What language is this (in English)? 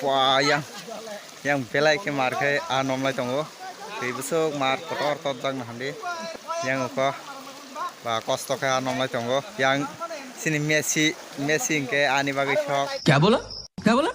Kok Borok